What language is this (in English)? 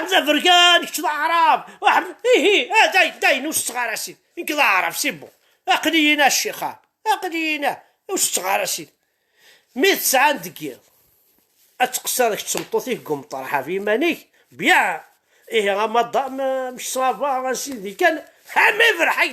Kabyle